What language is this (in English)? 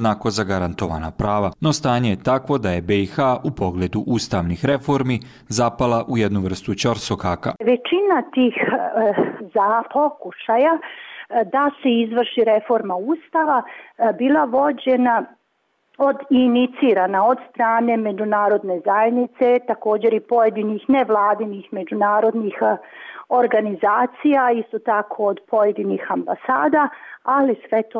Bosnian